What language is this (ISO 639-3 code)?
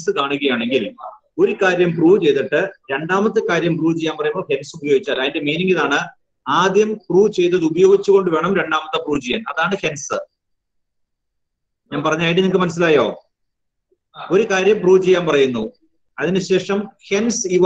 mal